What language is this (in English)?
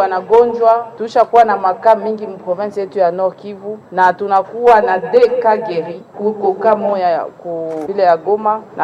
Swahili